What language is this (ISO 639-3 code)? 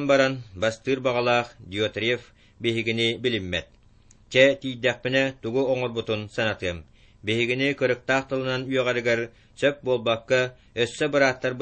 sah